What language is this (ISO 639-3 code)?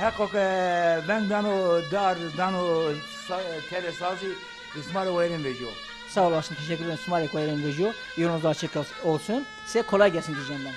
zza